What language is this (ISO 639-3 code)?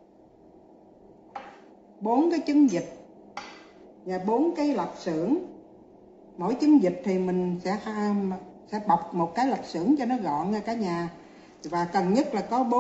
vie